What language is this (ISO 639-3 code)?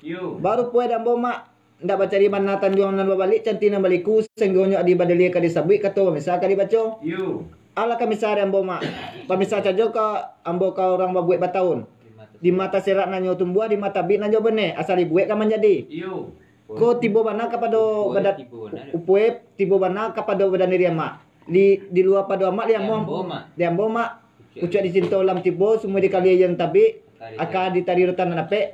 min